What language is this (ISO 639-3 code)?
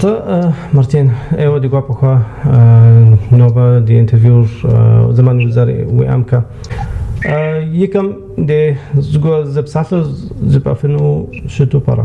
kbd